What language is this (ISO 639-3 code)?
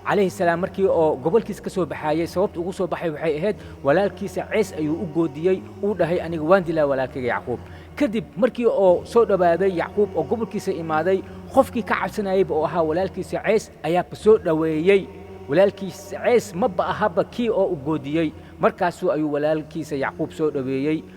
som